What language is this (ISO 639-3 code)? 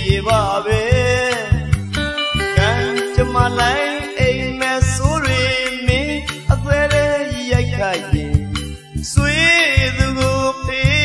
mya